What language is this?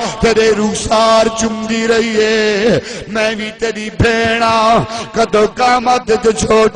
Saraiki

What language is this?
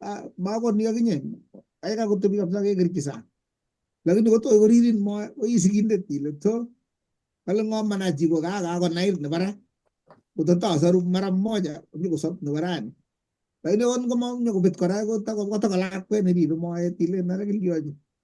Kalenjin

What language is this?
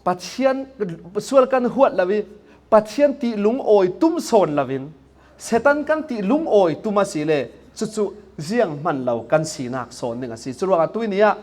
Falam Chin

